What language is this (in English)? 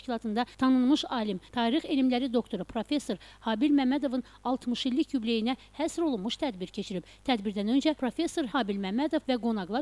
Azerbaijani